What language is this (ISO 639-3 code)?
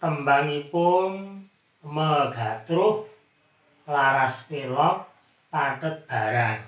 jav